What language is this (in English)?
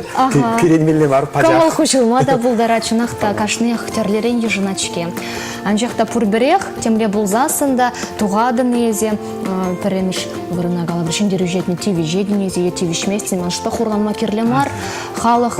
Chuvash